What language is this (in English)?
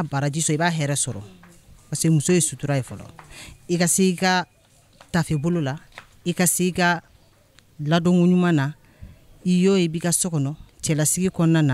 Bambara